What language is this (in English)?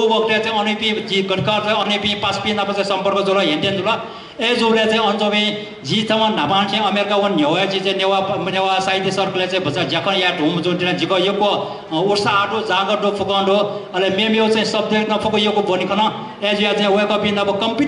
Newari